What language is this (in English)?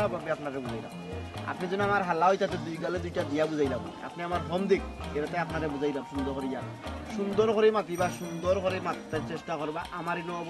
Sylheti